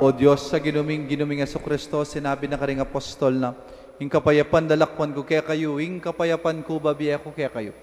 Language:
Pampanga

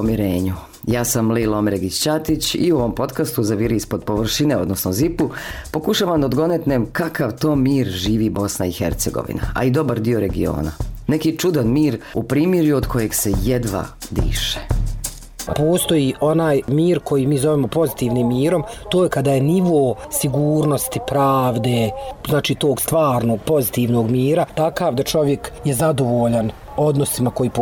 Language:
Bosnian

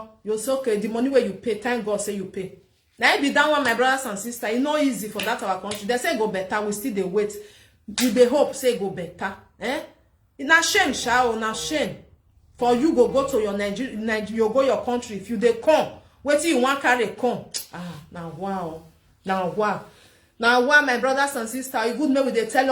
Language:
Nigerian Pidgin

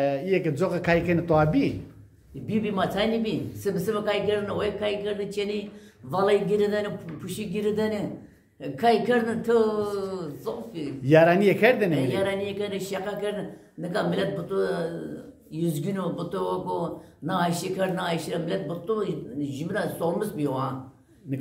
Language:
Zaza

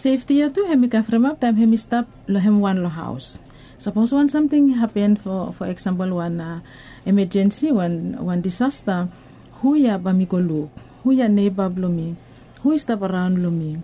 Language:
Bislama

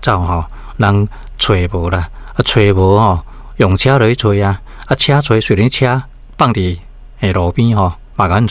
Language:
Min Nan Chinese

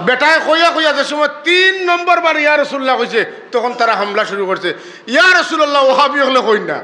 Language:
Sylheti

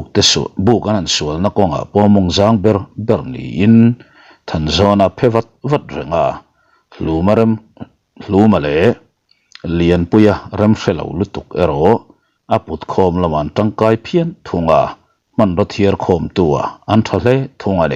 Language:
Mizo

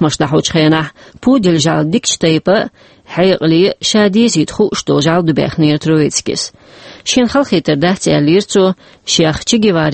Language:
Chechen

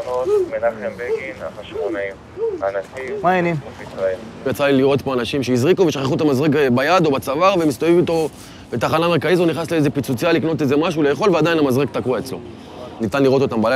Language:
Hebrew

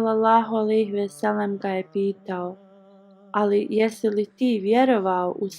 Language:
Bosnian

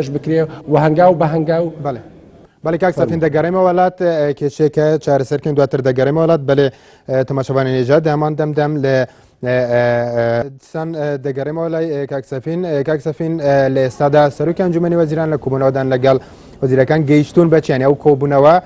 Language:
Central Kurdish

